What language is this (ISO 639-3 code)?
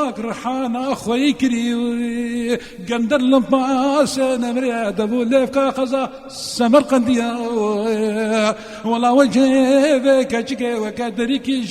kur